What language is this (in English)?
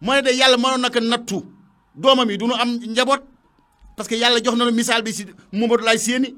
Wolof